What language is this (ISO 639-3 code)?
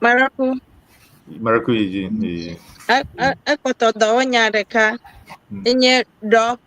ewe